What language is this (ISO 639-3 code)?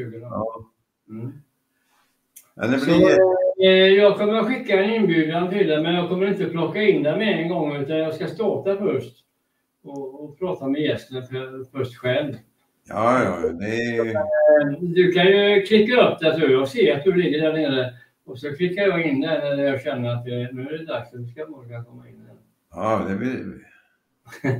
swe